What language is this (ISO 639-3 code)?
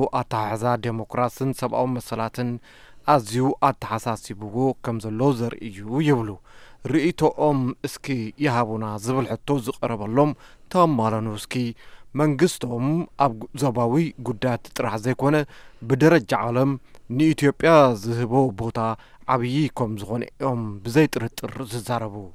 tir